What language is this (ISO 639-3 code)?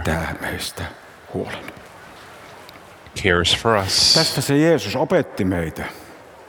fin